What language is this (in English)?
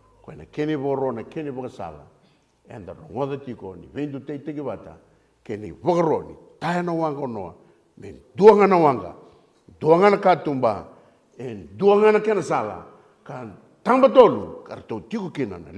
Fijian